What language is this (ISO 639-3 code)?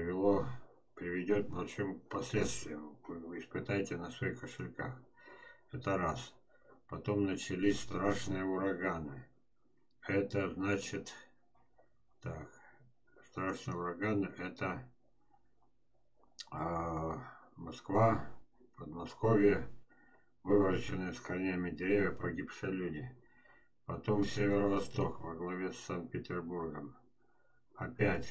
rus